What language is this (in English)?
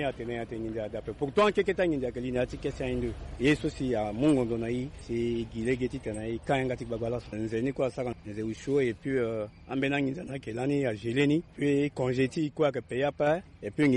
Sango